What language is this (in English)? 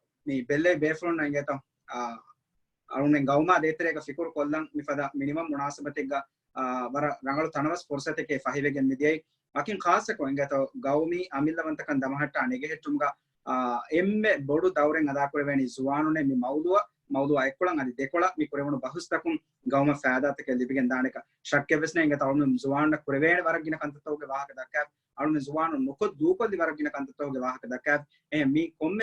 Divehi